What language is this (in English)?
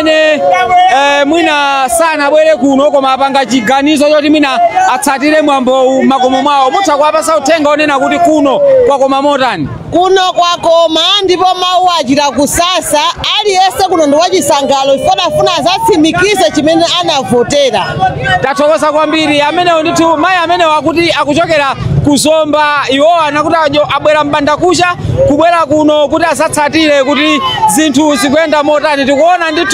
Nyanja